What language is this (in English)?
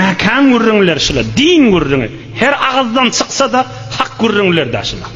Turkmen